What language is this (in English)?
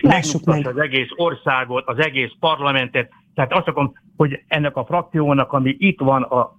Hungarian